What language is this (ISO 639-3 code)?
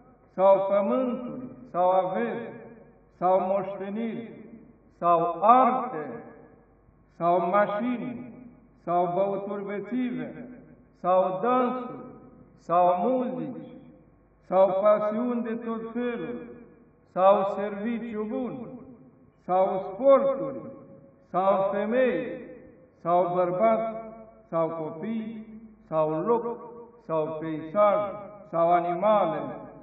ron